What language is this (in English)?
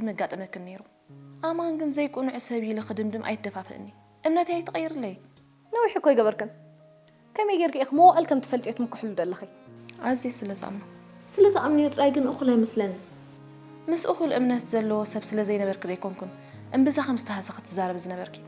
Tigrinya